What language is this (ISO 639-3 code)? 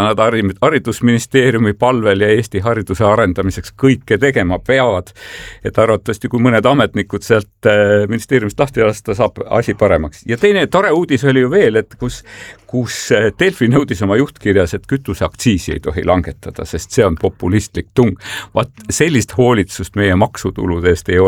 est